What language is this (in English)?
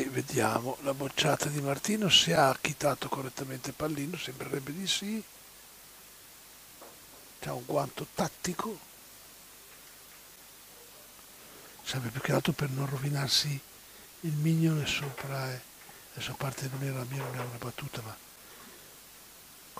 Italian